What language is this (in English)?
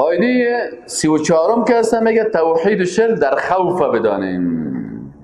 Persian